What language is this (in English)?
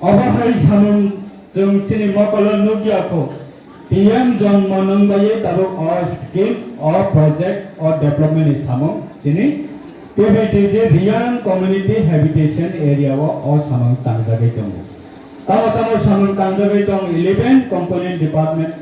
Riang (India)